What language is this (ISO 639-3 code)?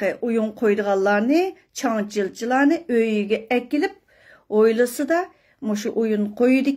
uig